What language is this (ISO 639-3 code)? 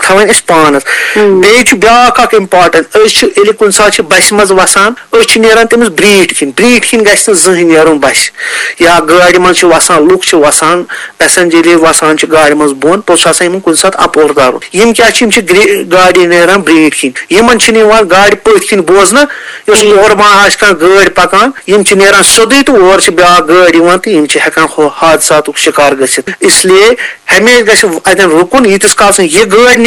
kas